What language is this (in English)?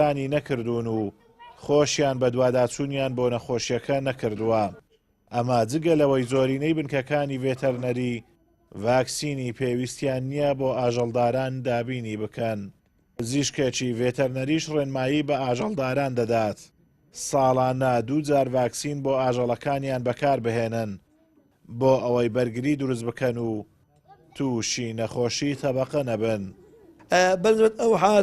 Central Kurdish